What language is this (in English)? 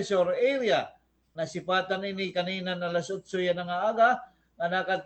Waray